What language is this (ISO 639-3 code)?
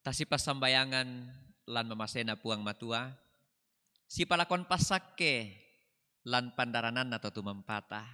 sda